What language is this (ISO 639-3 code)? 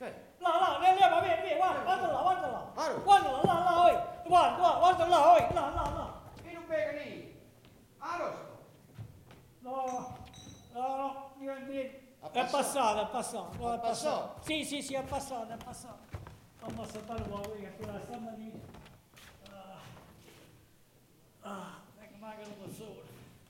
ita